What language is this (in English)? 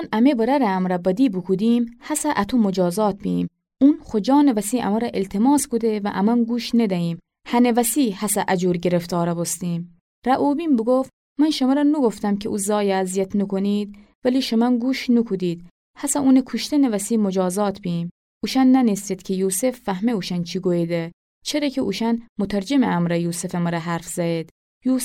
Gilaki